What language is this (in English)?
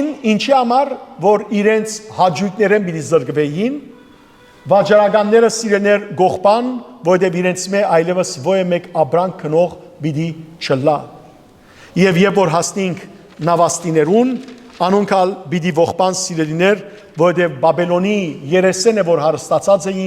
Western Armenian